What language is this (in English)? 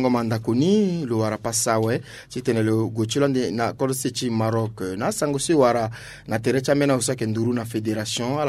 Sango